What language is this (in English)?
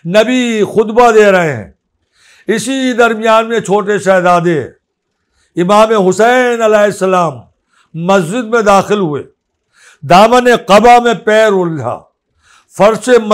Urdu